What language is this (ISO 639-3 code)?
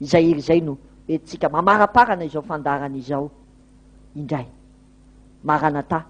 mlg